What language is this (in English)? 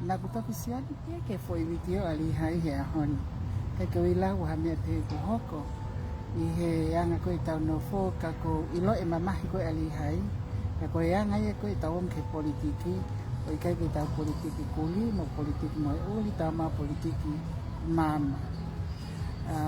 Tongan